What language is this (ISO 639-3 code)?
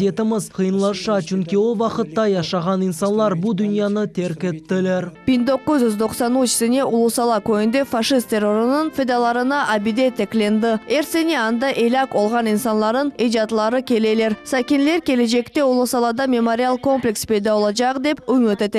crh